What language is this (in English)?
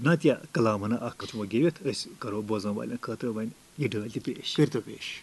Kashmiri